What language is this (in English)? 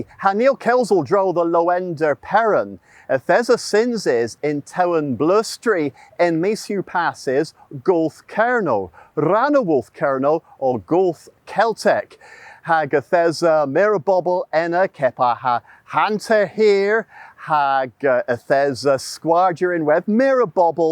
Cornish